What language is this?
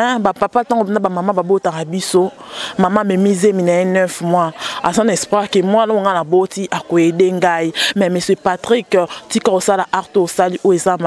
Lingala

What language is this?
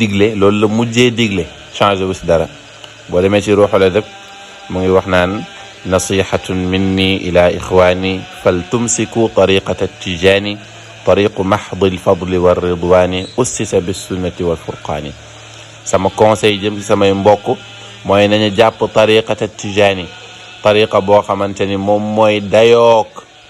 Wolof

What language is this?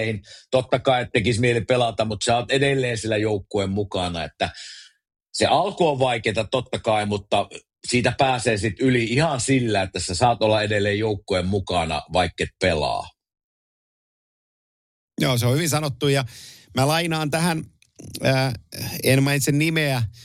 Finnish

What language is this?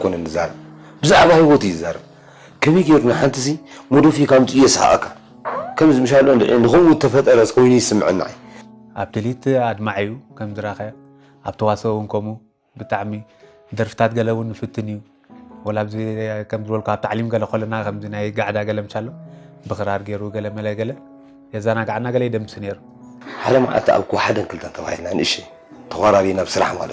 Tigrinya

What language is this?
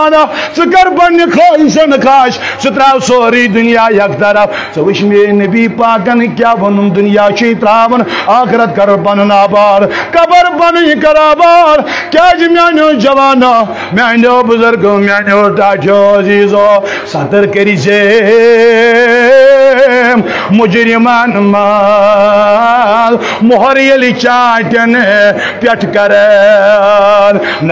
Kashmiri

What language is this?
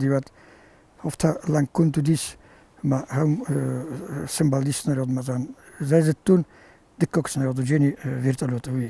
Ossetic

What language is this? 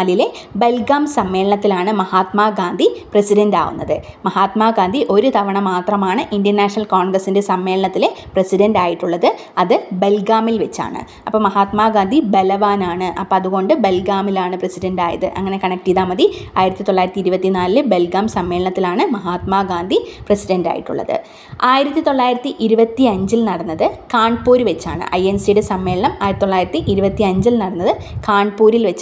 Malayalam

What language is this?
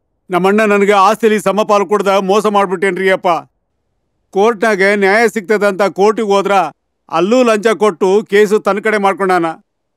Kannada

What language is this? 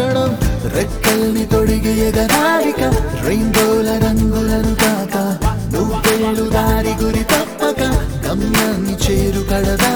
Telugu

